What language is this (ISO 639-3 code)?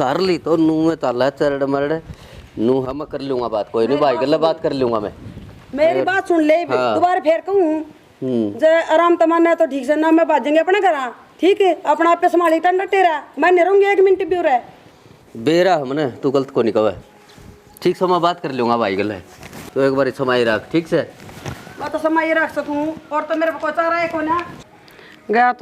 bgc